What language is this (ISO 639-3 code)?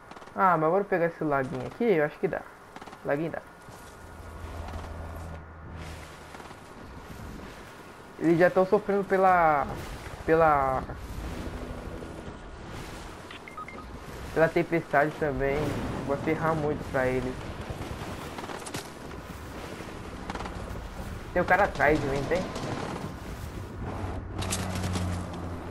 por